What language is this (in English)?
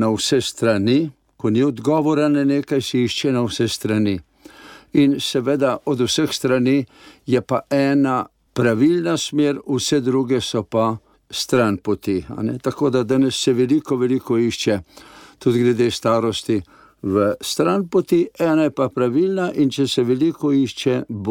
Slovenian